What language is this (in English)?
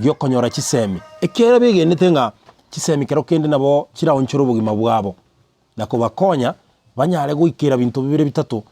Gusii